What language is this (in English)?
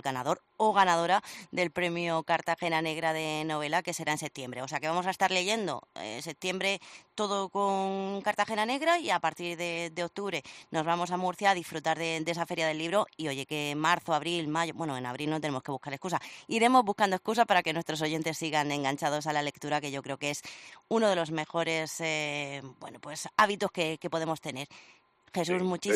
Spanish